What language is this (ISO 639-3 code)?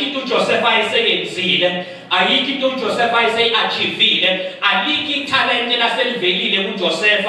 zul